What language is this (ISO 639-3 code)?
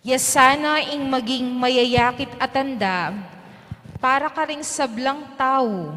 pam